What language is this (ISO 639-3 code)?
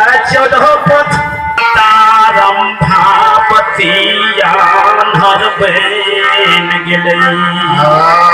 mai